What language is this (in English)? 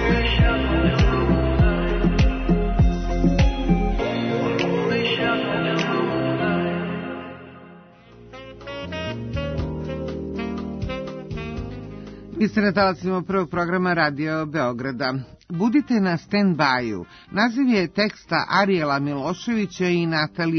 Serbian